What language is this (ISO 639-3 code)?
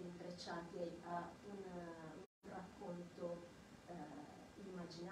ita